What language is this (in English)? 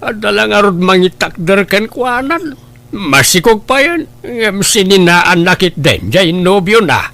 Iloko